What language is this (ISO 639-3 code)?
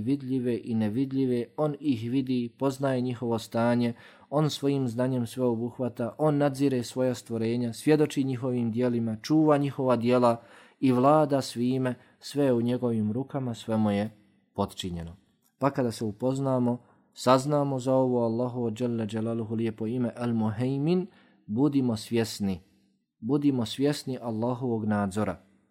bos